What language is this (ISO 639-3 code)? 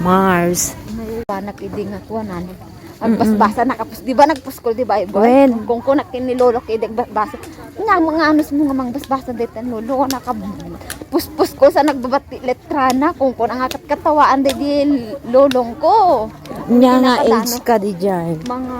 ilo